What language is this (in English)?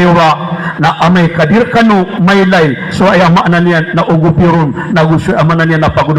Maranao